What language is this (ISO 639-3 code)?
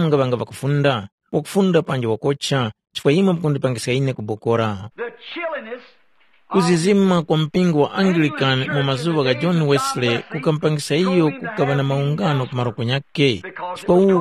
tum